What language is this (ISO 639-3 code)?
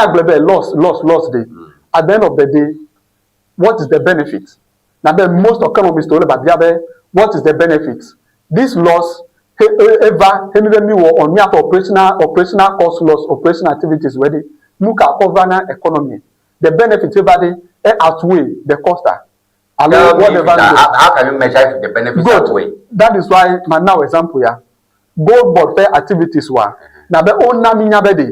ewe